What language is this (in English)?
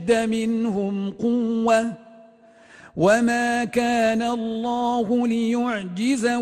Arabic